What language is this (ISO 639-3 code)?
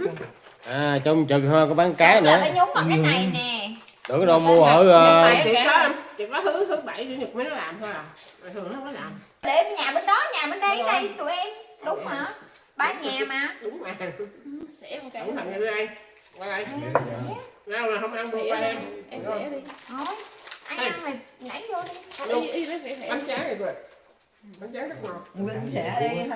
vie